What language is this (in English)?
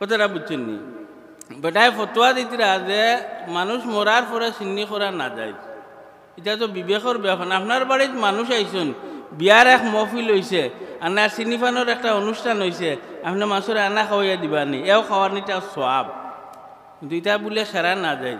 Sylheti